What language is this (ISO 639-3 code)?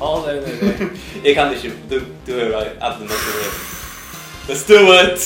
fao